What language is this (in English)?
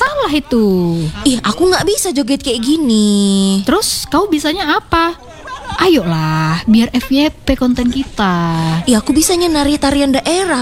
Indonesian